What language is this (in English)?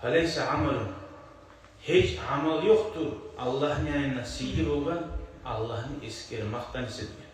Kumyk